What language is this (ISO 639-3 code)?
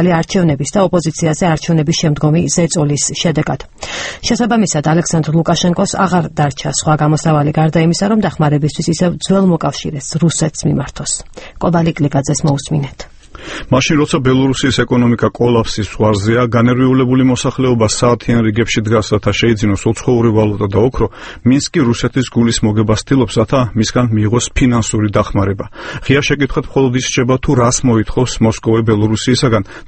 kat